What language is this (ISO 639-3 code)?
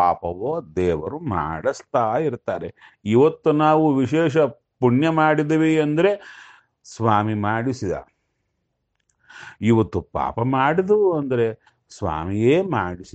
kan